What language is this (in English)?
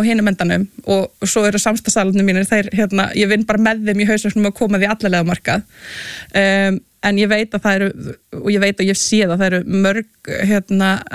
Icelandic